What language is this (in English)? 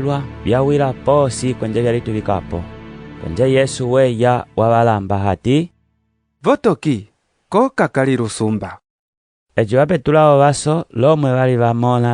Umbundu